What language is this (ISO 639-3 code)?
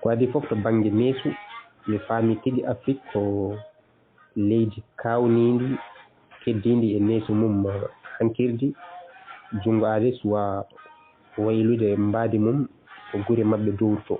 ful